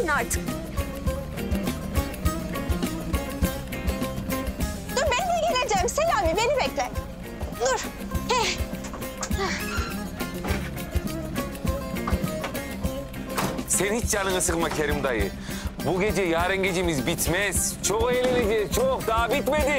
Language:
Turkish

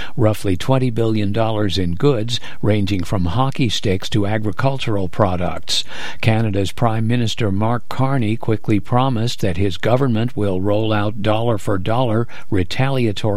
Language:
English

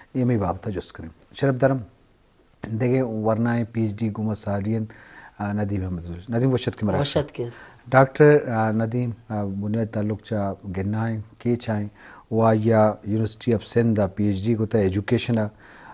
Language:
Eastern Balochi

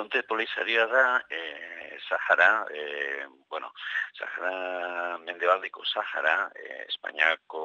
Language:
Basque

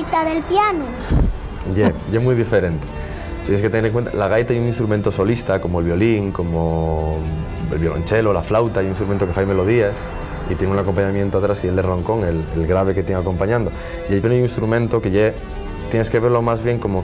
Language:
Asturian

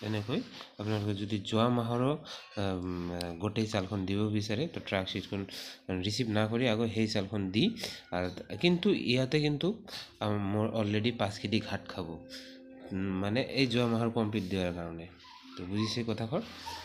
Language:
Assamese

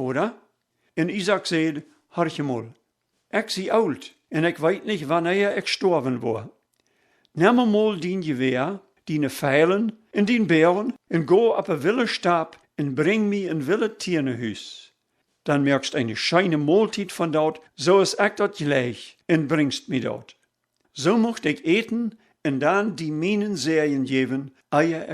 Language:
Plautdietsch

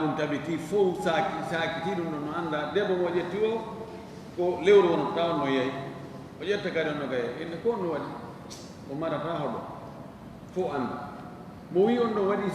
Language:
Fula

